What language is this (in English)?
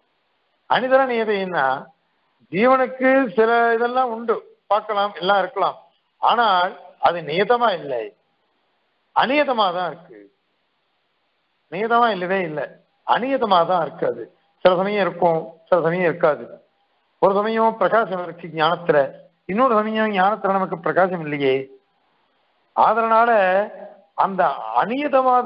Tamil